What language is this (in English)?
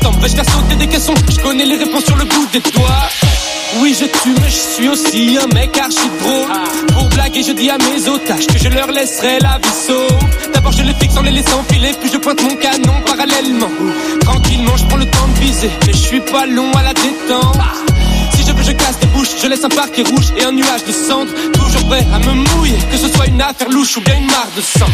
French